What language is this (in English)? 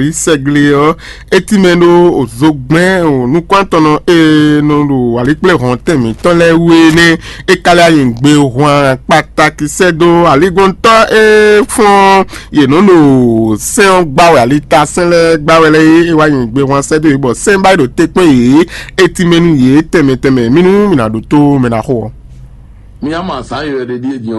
Fon